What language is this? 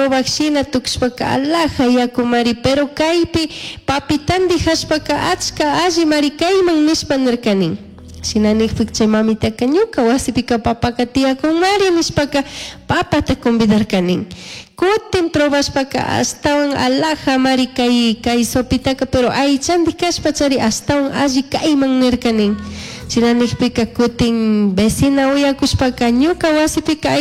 Chimborazo Highland Quichua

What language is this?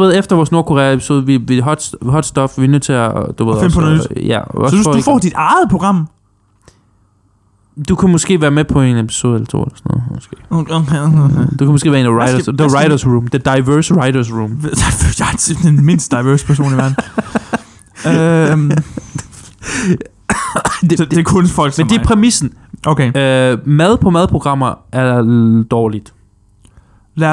Danish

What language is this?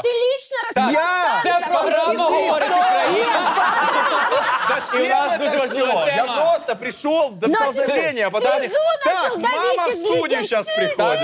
Russian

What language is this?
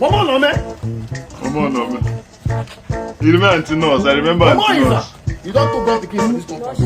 Nigerian Pidgin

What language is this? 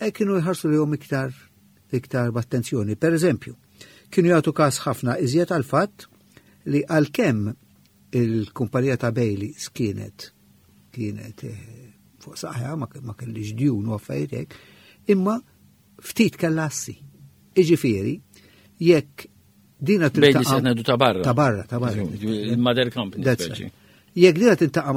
Maltese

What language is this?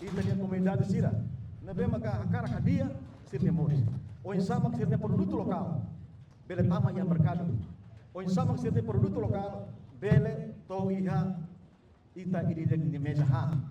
Tetum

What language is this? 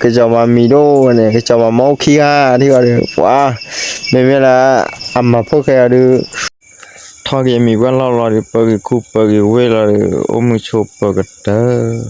S'gaw Karen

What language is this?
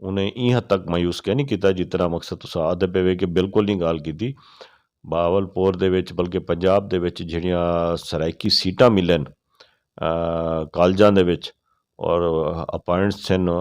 Saraiki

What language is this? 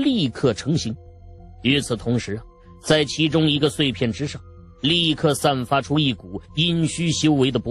Chinese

